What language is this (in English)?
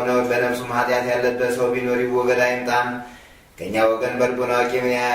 Amharic